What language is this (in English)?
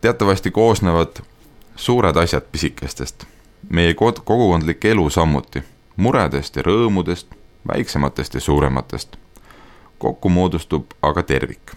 Estonian